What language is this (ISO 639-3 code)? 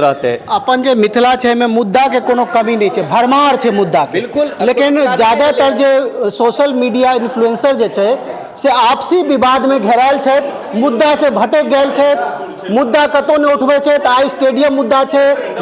mai